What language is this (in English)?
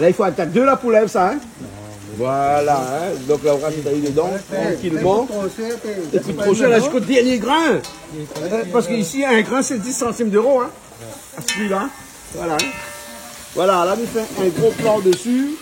Réunion Creole French